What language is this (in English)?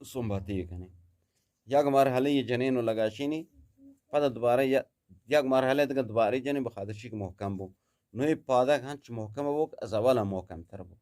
Eastern Balochi